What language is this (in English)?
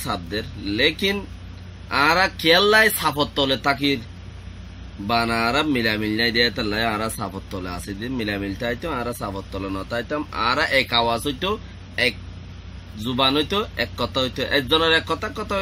Rohingya